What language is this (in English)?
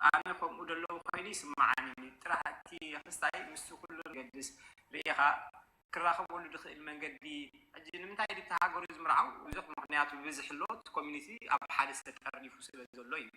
Tigrinya